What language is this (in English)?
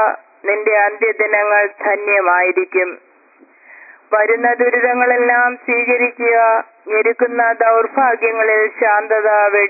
Malayalam